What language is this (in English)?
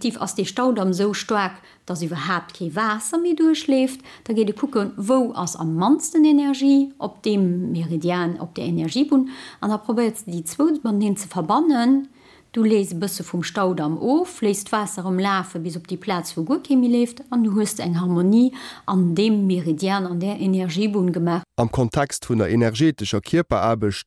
Luxembourgish